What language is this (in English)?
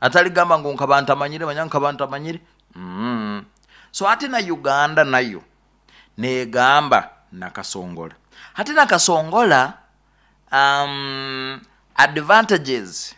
Nyoro